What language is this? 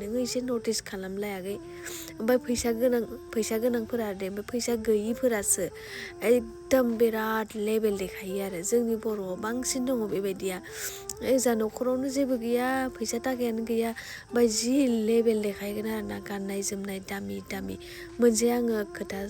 Bodo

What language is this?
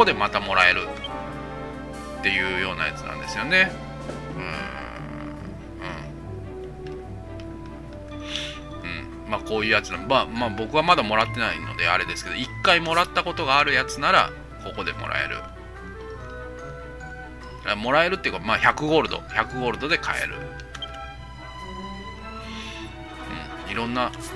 Japanese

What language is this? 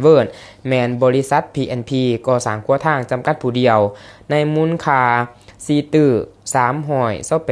Lao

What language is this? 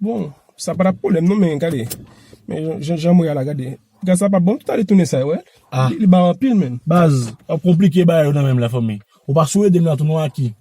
Haitian Creole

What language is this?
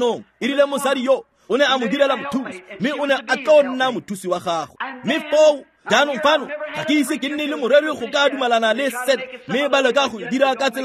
Tswana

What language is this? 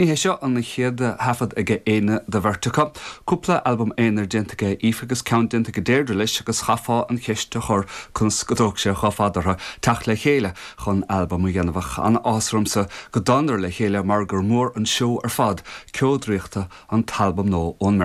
Irish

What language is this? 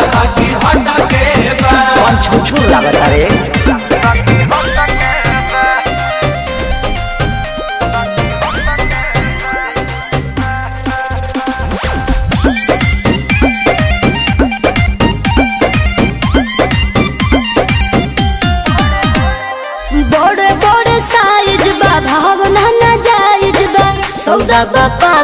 Bhojpuri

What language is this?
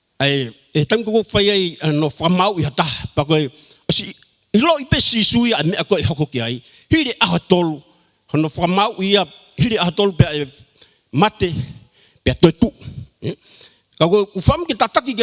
Tongan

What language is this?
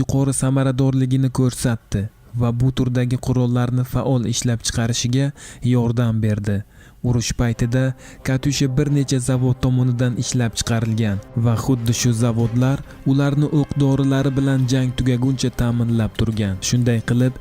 Uzbek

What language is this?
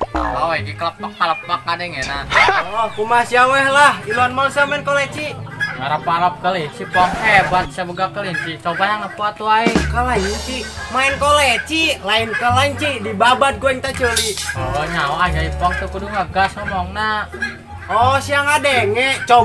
Sundanese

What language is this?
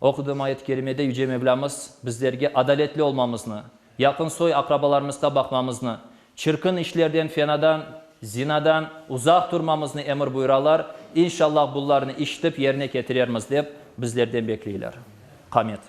Crimean Tatar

